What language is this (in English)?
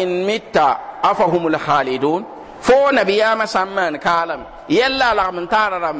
Mossi